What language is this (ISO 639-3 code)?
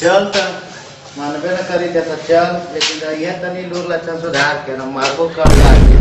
mag